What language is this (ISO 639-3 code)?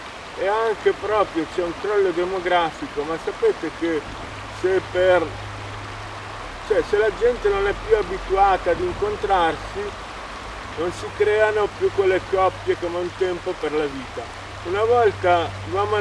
ita